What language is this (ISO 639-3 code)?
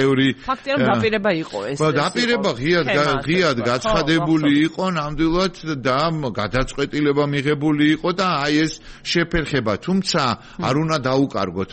kat